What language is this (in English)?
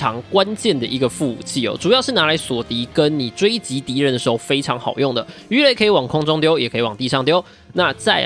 Chinese